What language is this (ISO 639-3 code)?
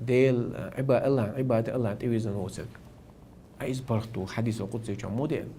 che